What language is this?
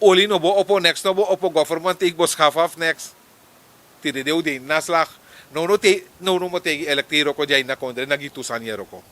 Sranan Tongo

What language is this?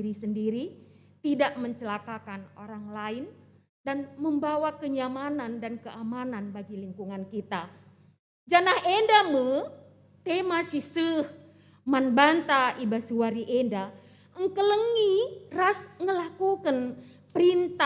Batak Karo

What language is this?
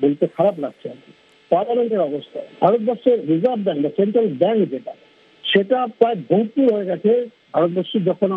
Bangla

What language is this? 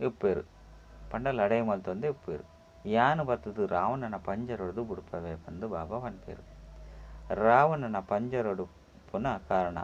Tulu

